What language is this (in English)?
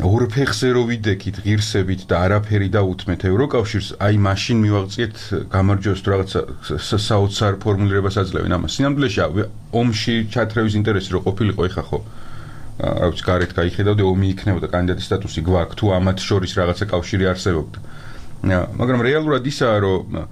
Georgian